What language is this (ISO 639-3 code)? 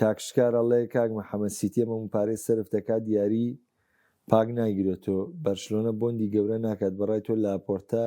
ckb